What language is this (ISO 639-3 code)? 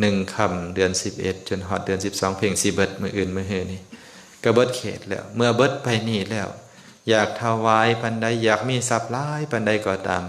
lao